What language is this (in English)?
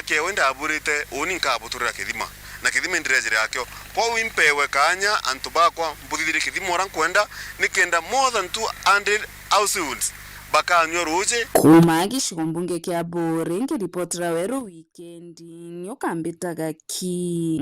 Meru